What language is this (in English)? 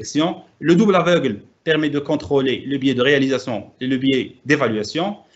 French